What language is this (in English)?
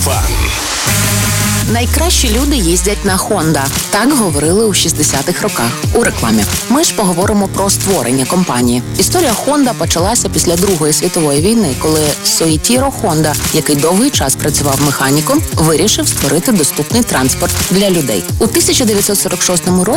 Ukrainian